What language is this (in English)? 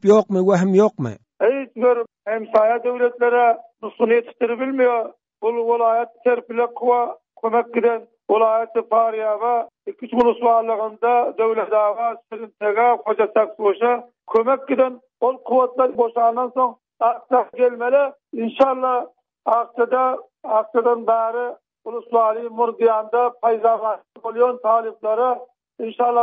Turkmen